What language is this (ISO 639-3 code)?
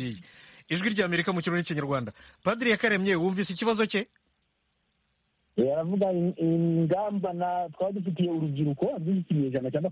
kin